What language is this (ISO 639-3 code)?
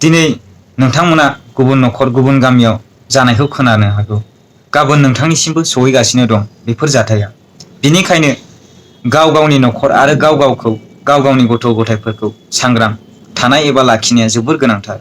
brx